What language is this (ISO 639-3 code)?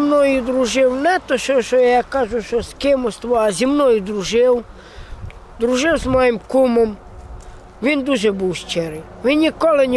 ukr